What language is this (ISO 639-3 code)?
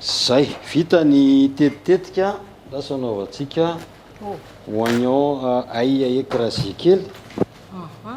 mlg